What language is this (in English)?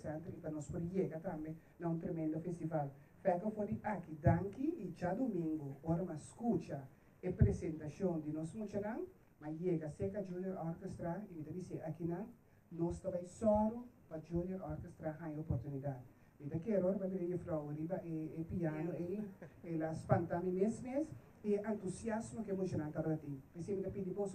Papiamento